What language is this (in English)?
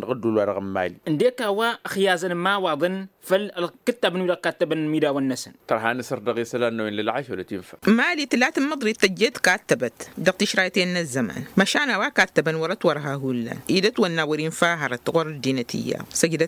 Tamasheq